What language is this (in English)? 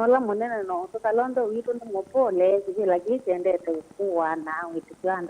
Kamba